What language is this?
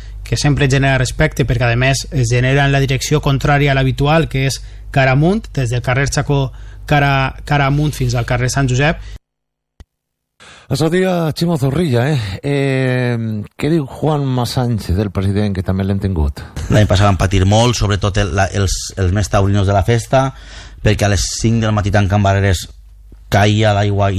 Catalan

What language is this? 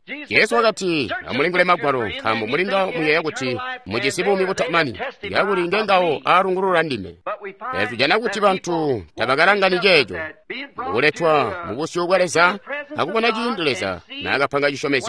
Tonga (Zambia)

